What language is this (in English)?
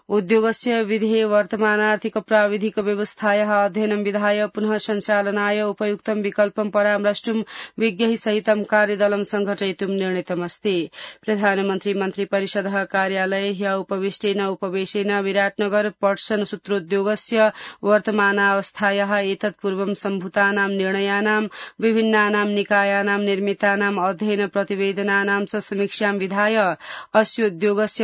Sanskrit